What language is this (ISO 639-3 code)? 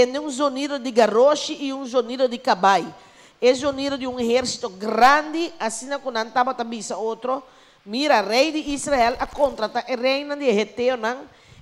pap